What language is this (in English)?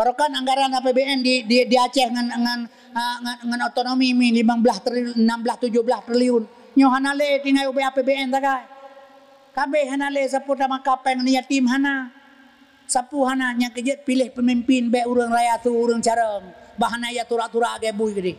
Achinese